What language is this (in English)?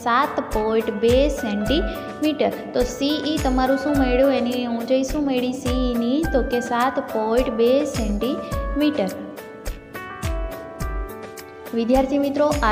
Gujarati